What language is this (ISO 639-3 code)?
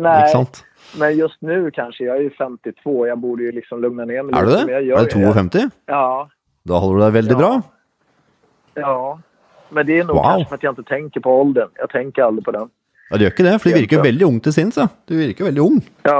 swe